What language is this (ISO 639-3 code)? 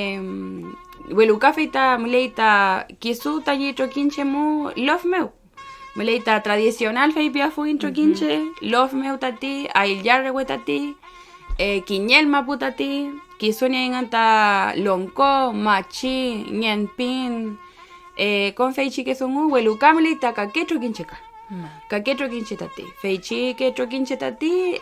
arn